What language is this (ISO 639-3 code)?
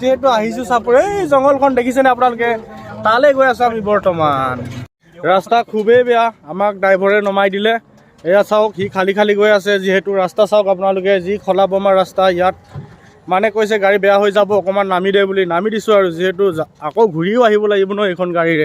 asm